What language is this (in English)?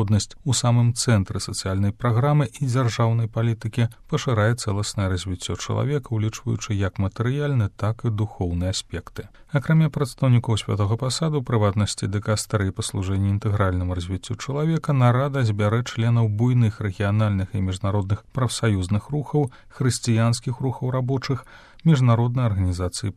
Belarusian